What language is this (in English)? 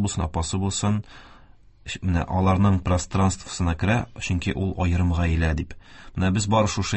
Tatar